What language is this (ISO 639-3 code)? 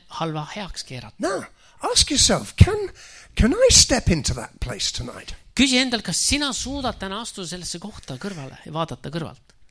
est